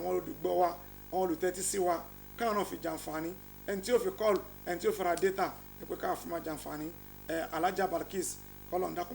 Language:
Yoruba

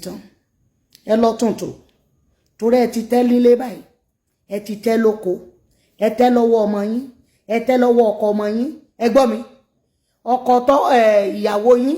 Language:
Yoruba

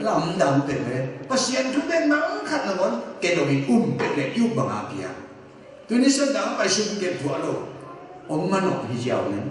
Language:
Tedim Chin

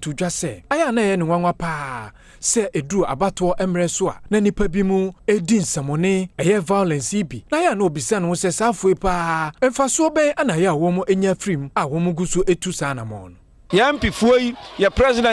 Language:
Akan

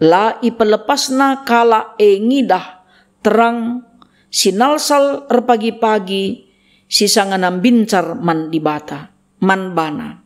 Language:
Batak Karo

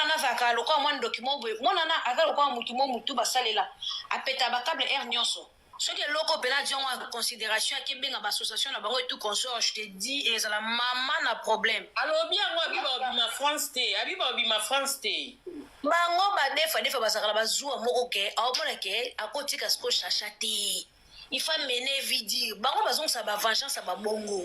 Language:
Lingala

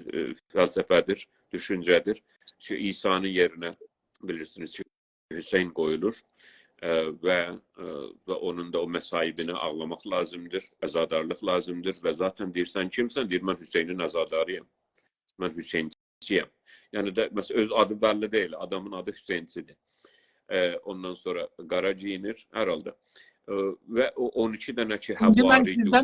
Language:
South Azerbaijani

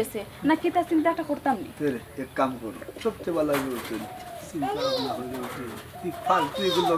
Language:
Sylheti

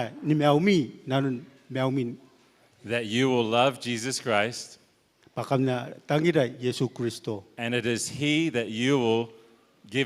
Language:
Gilbertese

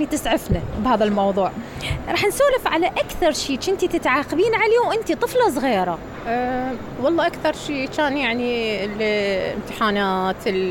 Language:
Mesopotamian Arabic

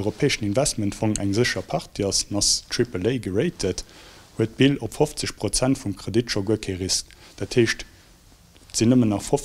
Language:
Luxembourgish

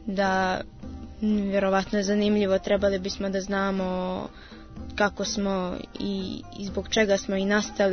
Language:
Serbian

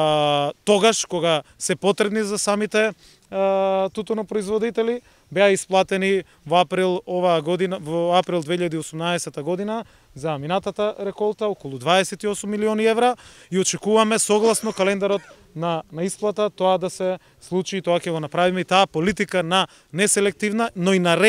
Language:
Macedonian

